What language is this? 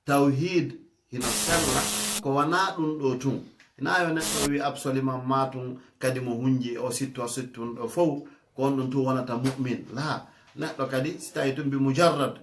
Fula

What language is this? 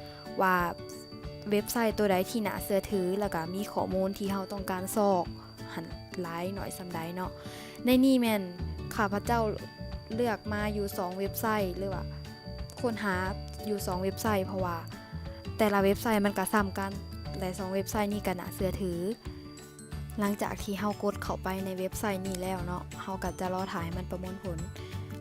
Lao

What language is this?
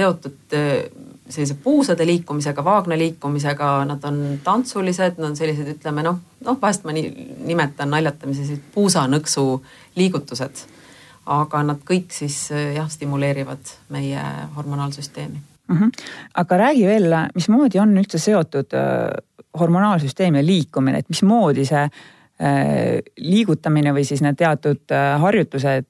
Estonian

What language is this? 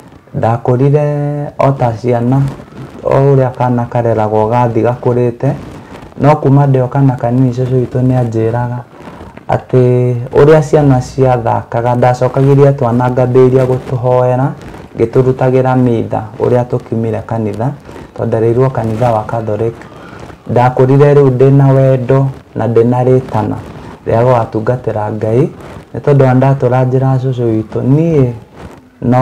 Kikuyu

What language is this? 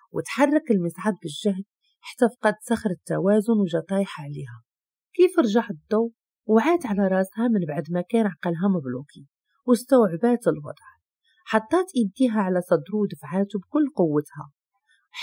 Moroccan Arabic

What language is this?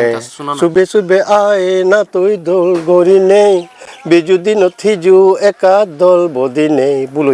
Chakma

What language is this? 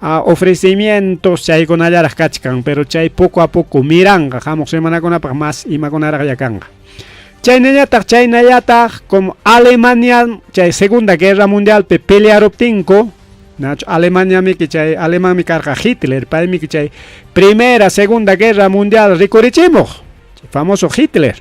Ayacucho Quechua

